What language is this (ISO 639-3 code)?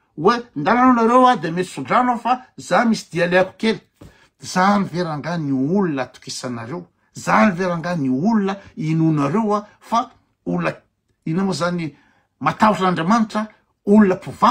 mlg